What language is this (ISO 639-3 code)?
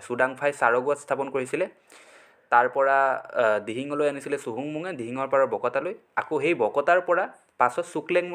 asm